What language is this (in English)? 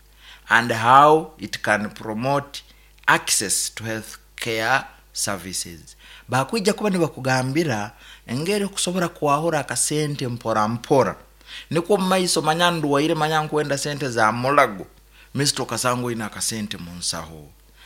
Nyankole